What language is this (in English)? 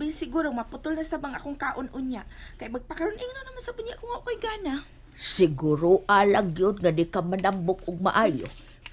Cebuano